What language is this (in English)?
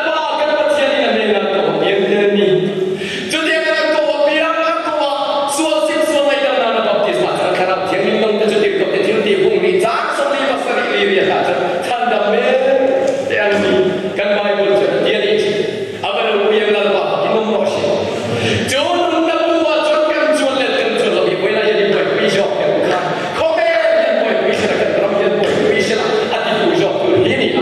Mizo